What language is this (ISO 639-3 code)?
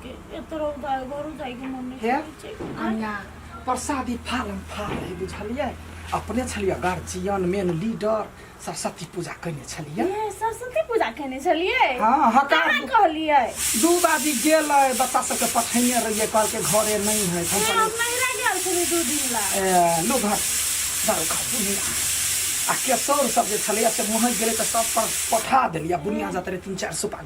mai